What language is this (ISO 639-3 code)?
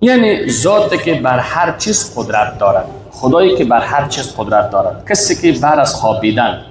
fas